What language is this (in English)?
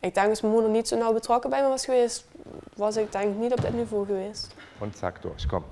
Limburgish